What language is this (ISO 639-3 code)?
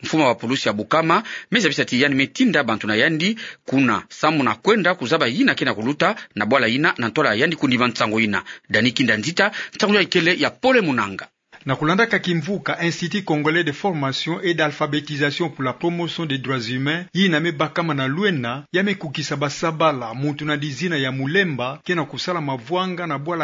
ktu